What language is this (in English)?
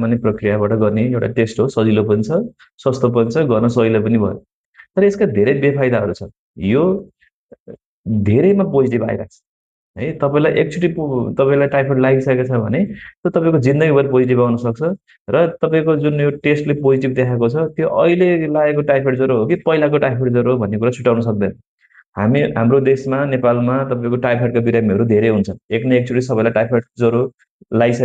Nepali